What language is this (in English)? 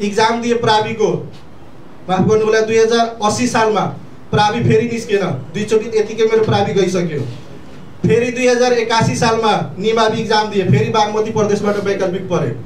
Nepali